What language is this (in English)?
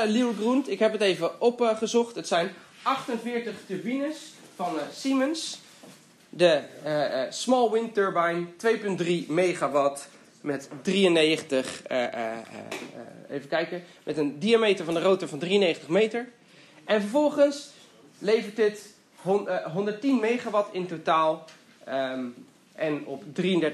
Dutch